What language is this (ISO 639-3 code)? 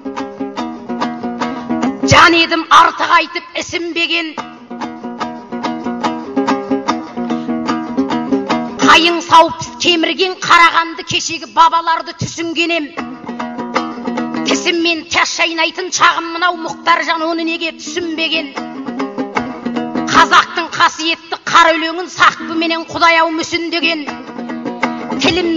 kaz